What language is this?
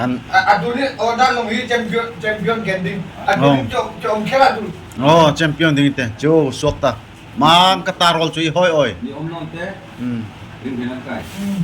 Darlong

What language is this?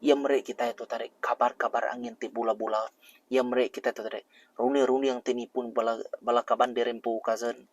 Iban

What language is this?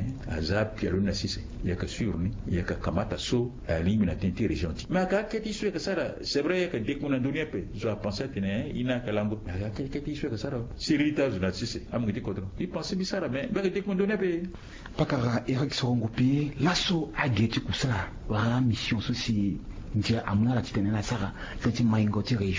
Sango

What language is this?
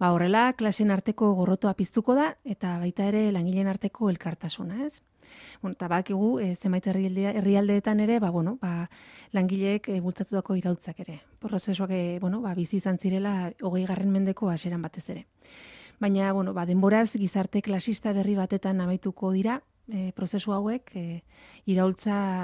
Basque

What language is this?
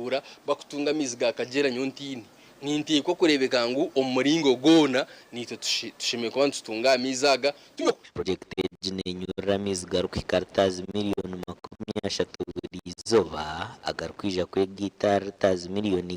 Nyankole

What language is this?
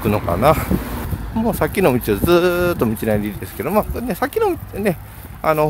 Japanese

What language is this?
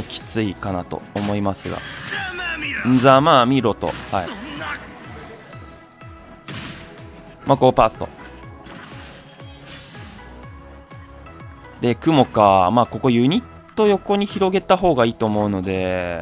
Japanese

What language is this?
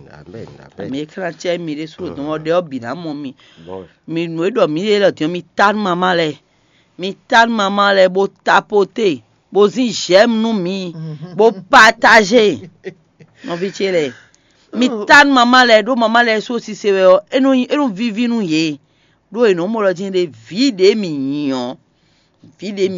Fon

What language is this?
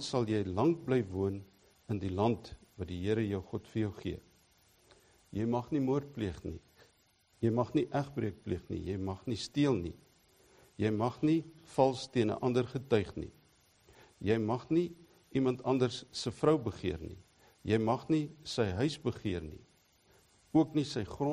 Afrikaans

